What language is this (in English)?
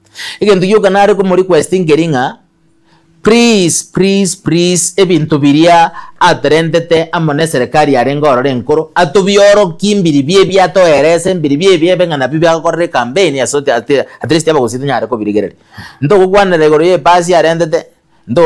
Gusii